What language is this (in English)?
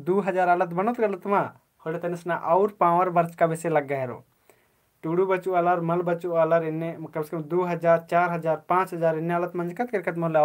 Kurukh